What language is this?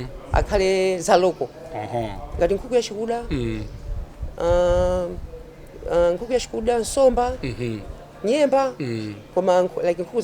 Nyanja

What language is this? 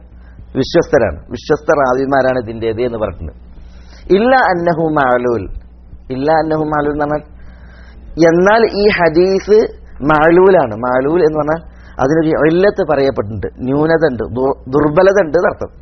Malayalam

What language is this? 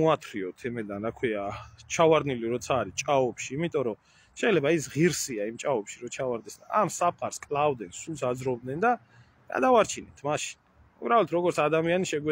Georgian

